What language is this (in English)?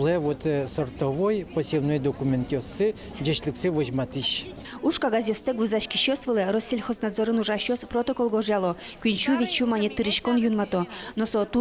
Udmurt